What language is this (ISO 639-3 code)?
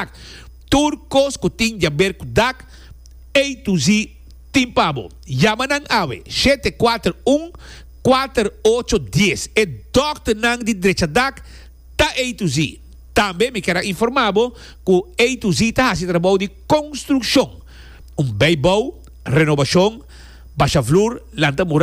pap